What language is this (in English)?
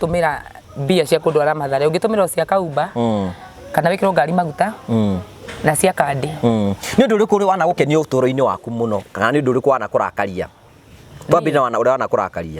Kikuyu